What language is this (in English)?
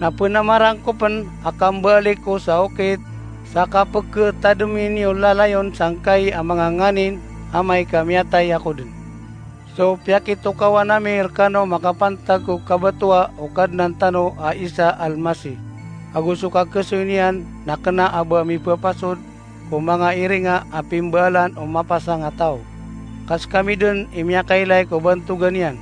Maranao